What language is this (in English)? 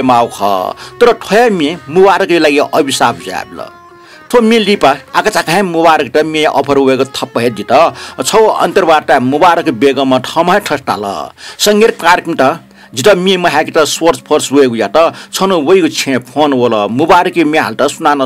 Newari